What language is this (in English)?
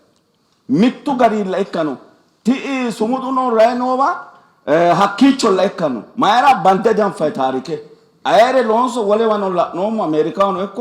Sidamo